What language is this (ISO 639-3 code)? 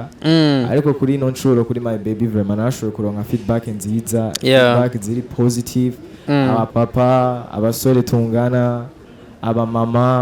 run